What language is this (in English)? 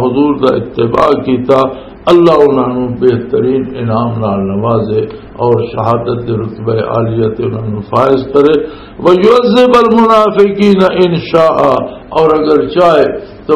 Western Panjabi